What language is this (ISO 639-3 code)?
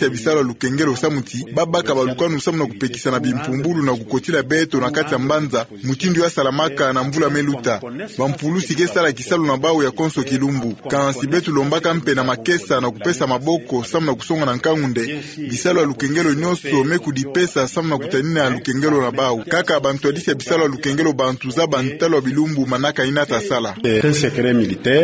ktu